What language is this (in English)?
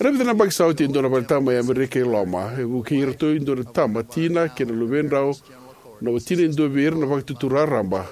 Fijian